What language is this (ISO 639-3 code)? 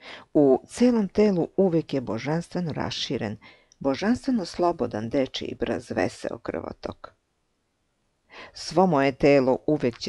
srp